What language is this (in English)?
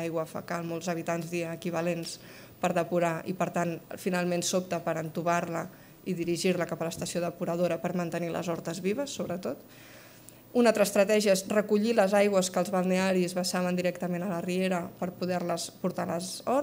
Catalan